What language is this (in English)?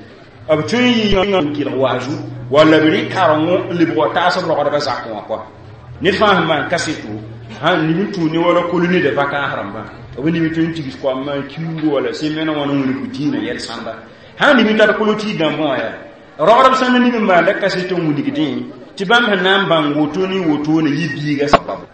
Mossi